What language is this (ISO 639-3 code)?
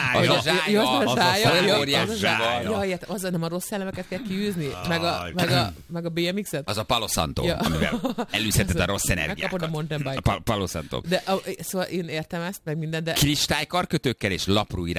hun